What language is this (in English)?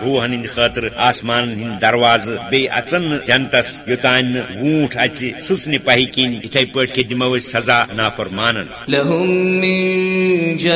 Kashmiri